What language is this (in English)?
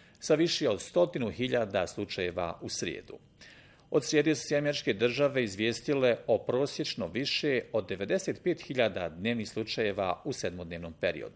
Bosnian